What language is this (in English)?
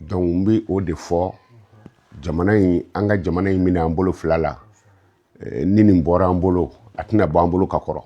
Bambara